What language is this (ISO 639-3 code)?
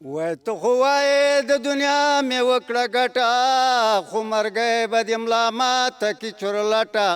pus